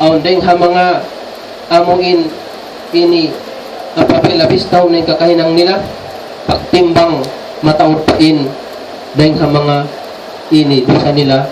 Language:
Tausug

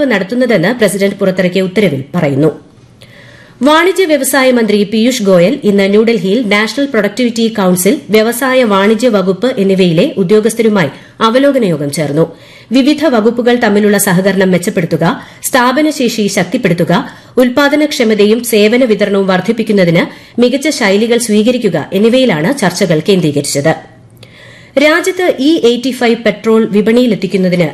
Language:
Malayalam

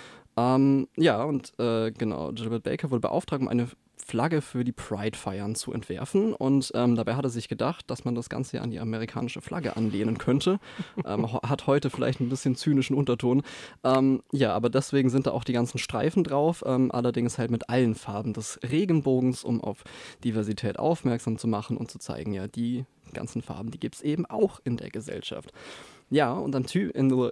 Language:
German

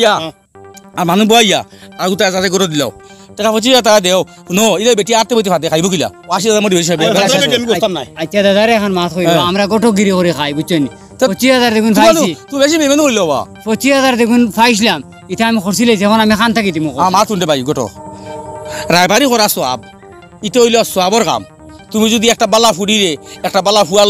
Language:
Sylheti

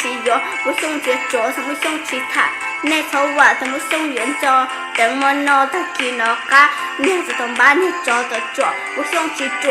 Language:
Hmong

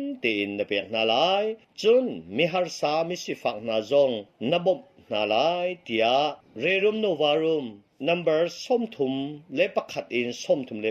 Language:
Hakha Chin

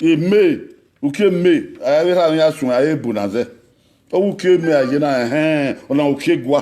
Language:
Bini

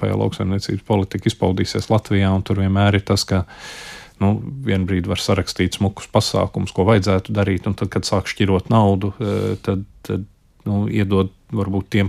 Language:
Latvian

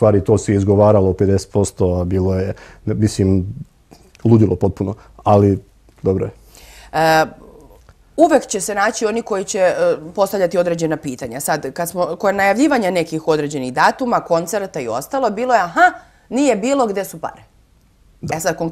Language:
Serbian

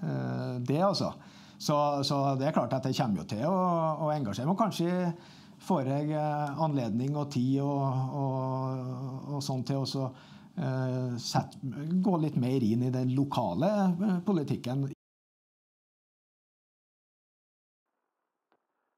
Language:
Norwegian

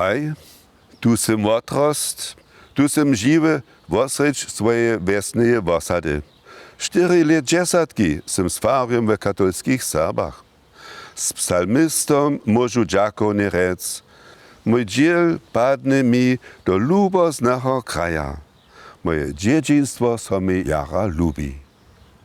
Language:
Upper Sorbian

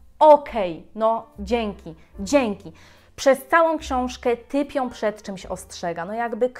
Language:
Polish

